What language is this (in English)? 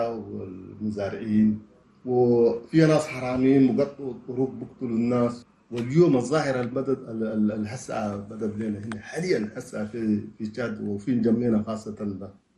Chadian Arabic